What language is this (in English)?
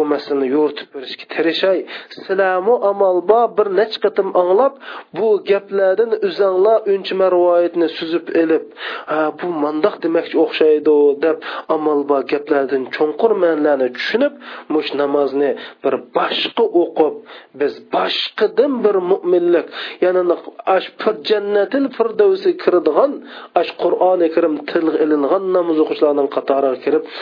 Uyghur